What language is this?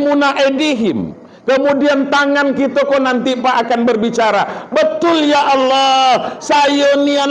Minangkabau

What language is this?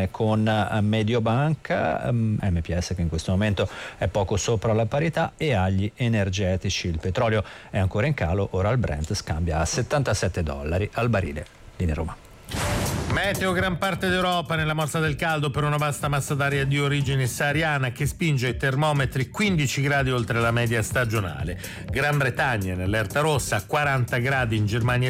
Italian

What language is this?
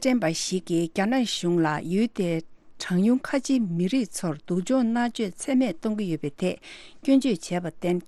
Tibetan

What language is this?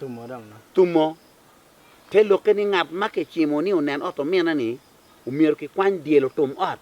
Acoli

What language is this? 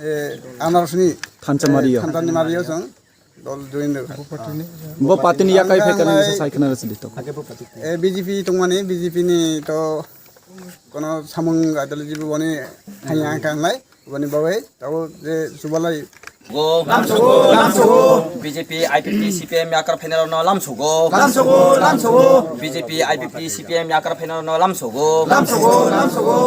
Kok Borok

